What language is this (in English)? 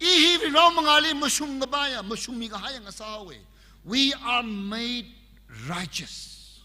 Tangkhul Naga (India)